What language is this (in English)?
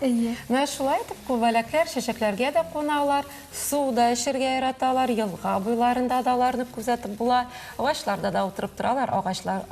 Tatar